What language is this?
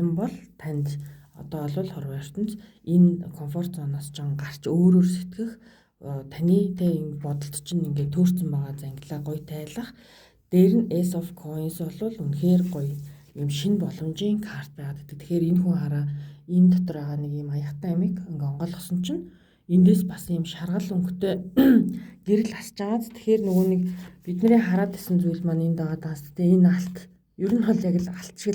Mongolian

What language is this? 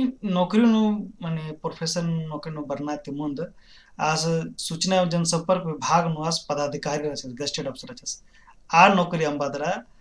Kurukh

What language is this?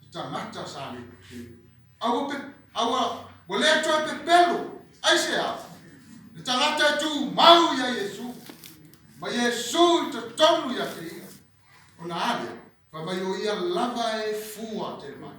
Samoan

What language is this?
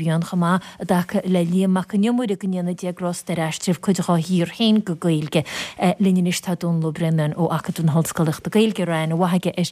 Irish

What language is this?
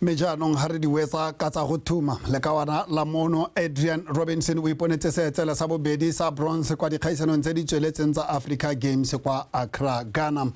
Tswana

